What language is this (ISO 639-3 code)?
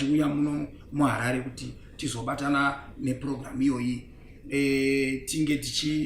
sna